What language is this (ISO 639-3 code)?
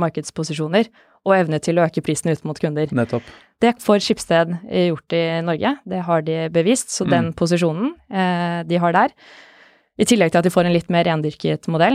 nor